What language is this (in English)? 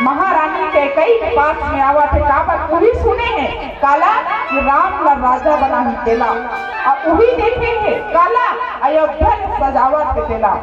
Chhattisgarhi